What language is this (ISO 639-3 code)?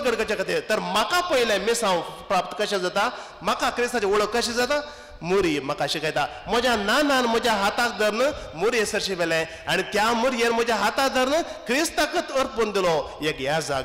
kok